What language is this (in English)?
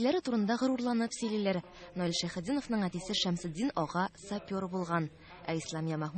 Tatar